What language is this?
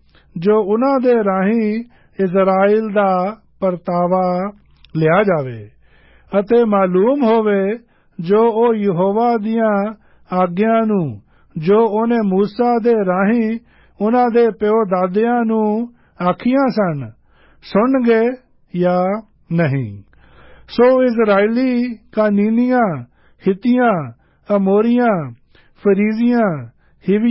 Punjabi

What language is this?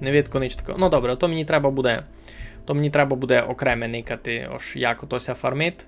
Rusyn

